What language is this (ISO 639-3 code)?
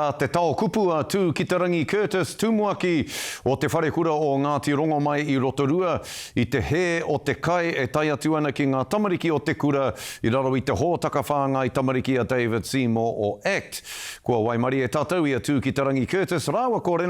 mri